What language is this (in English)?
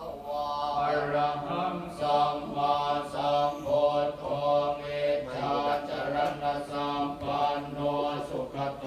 Pali